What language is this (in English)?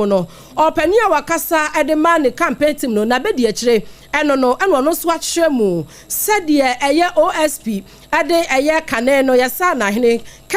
Akan